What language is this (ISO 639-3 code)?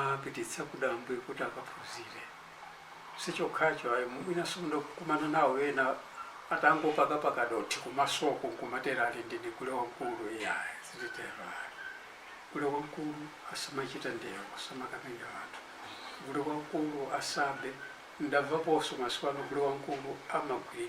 nya